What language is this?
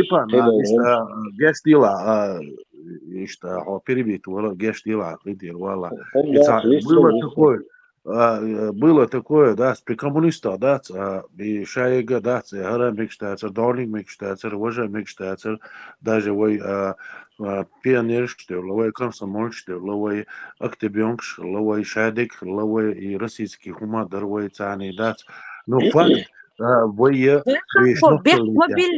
Chechen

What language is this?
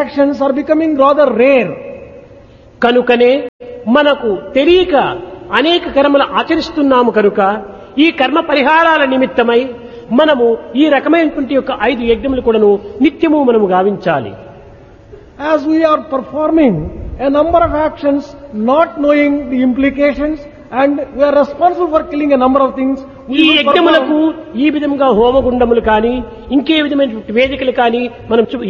Telugu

